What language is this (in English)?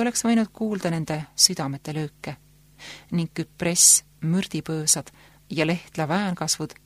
Estonian